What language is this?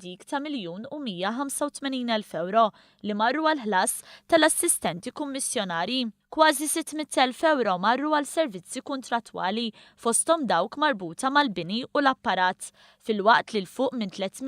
Maltese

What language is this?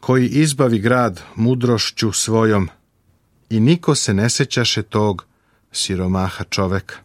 Serbian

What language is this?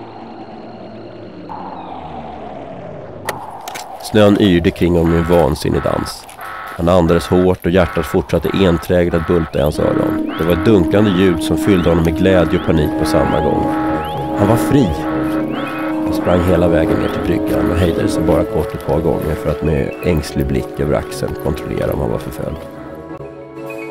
Swedish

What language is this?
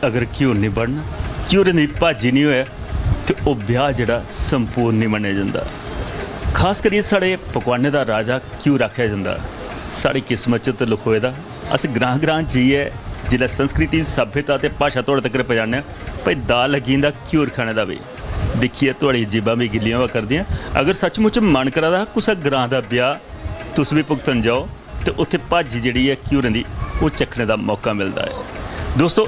Dogri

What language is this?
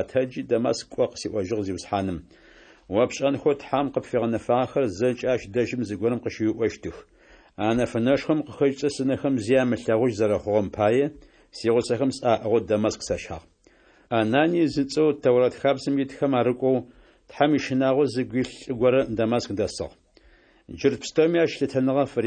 Adyghe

